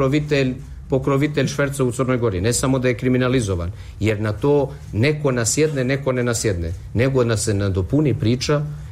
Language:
Serbian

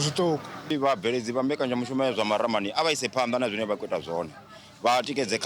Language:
Venda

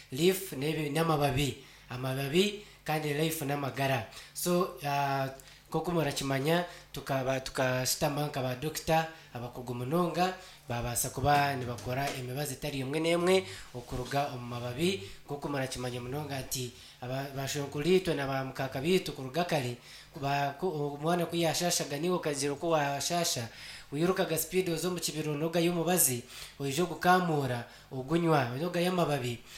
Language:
Nyankole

